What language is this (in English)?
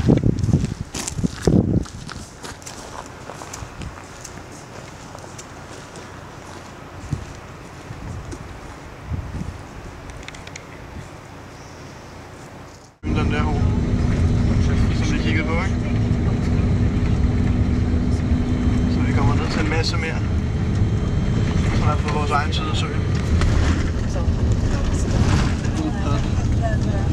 Danish